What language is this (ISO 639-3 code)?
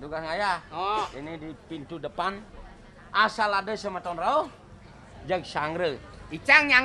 ban